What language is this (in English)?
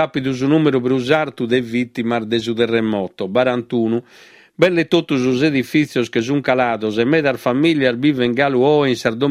Sardinian